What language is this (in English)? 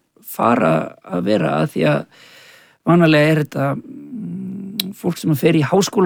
Icelandic